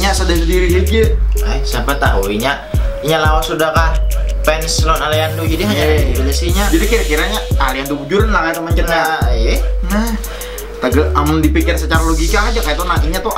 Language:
Banjar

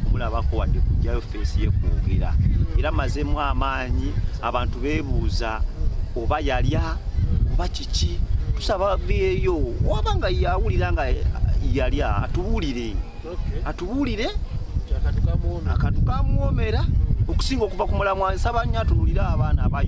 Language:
Ganda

